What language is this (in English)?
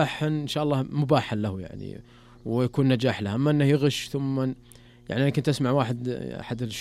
Najdi Arabic